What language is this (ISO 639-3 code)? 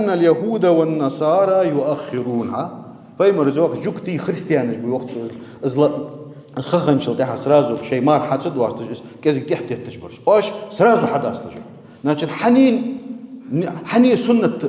inh